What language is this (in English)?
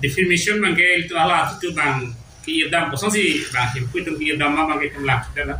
Karbi